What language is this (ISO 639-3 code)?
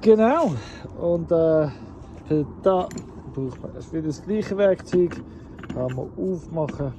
gsw